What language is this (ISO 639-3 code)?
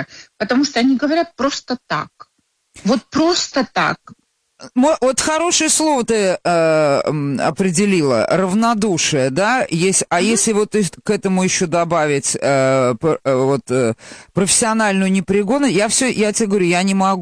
rus